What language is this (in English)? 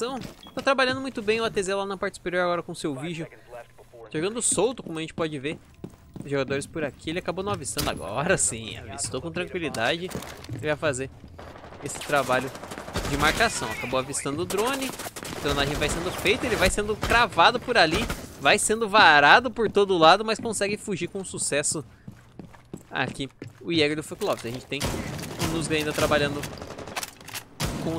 Portuguese